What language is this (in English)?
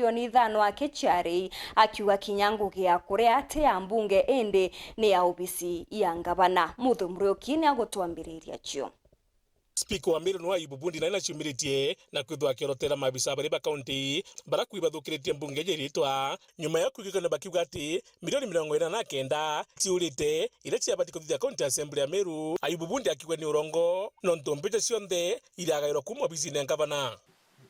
Meru